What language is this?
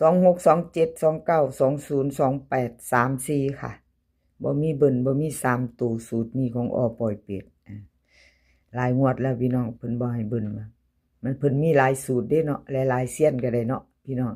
Northeastern Thai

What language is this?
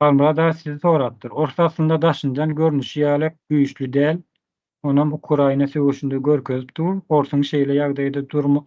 Turkmen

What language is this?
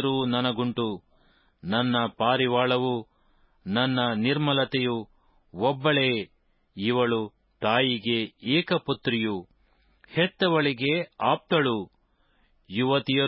Kannada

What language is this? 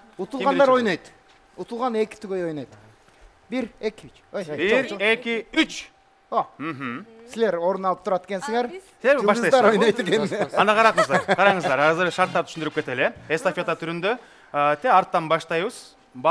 Kyrgyz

